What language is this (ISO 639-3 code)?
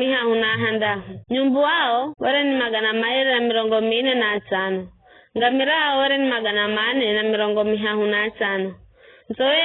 nyf